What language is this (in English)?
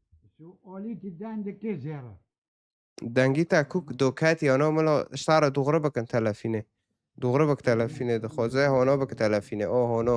Kurdish